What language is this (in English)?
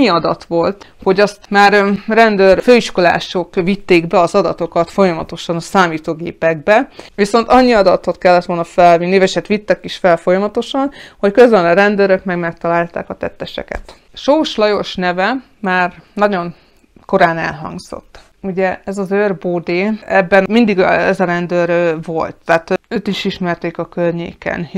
Hungarian